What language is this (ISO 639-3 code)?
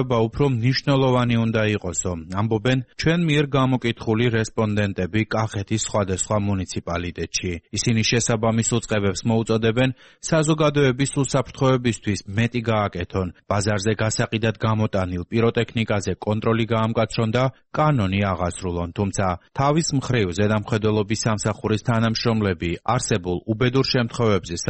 kat